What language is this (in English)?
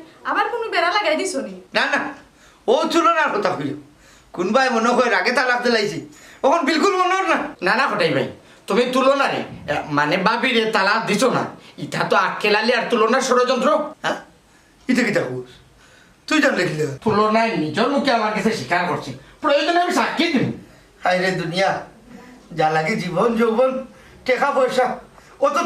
Sylheti